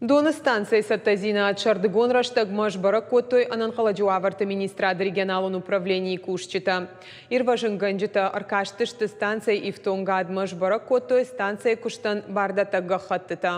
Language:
Ossetic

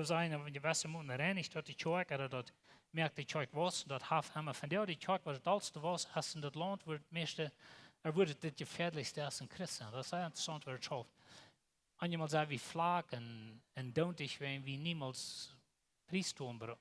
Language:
Plautdietsch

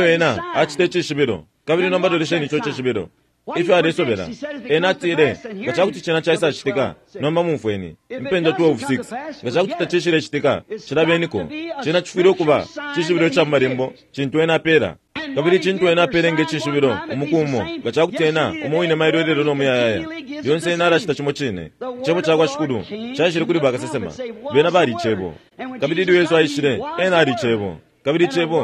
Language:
Bemba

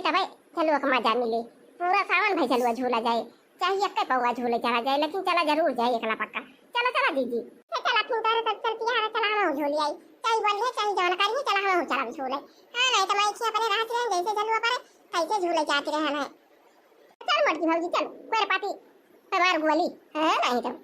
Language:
Awadhi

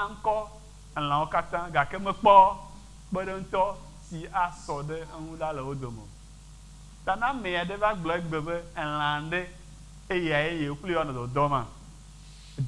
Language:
Ewe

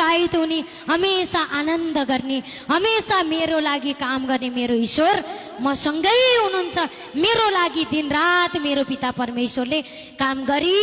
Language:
Nepali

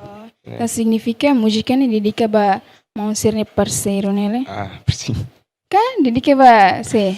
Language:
Tetum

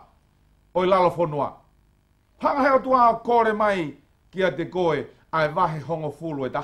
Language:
Tongan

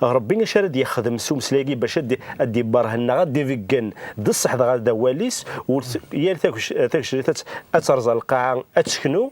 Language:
Kabyle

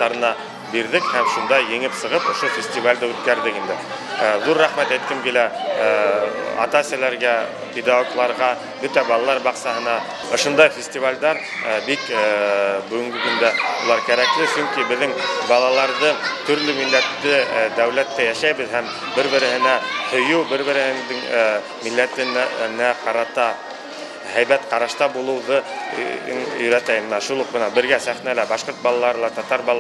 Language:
Bashkir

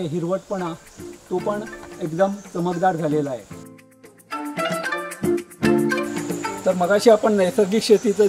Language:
Marathi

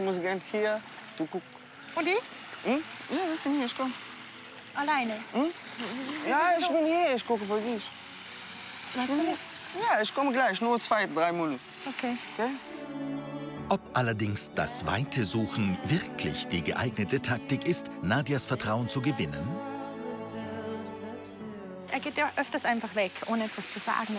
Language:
German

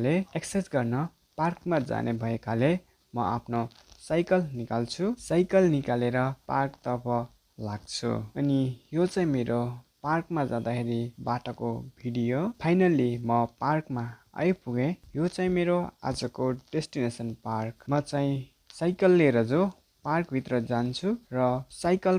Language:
Nepali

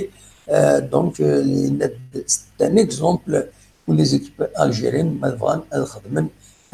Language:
Kabyle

